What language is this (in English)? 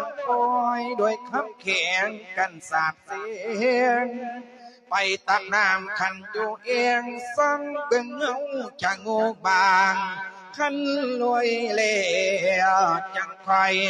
Lao